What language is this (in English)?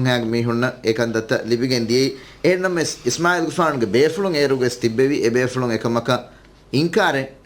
Divehi